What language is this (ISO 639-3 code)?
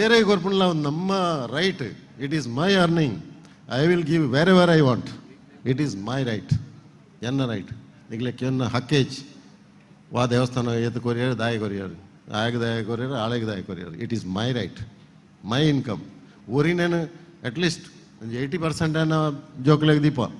tcy